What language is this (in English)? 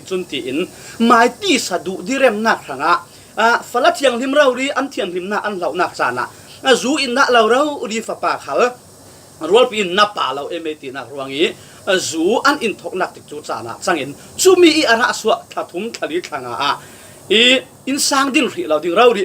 Falam Chin